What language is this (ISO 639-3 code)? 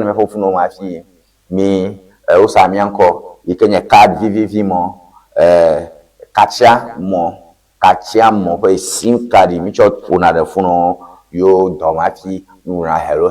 ewe